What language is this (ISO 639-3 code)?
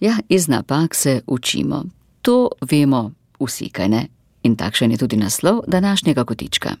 slv